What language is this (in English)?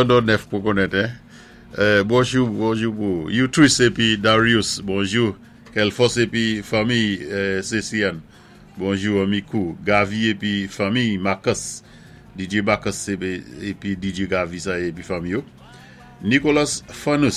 Saint Lucian Creole French